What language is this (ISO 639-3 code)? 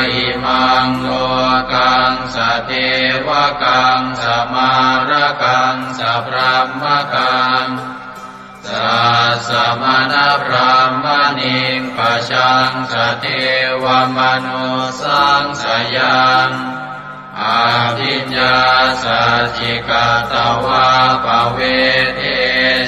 pli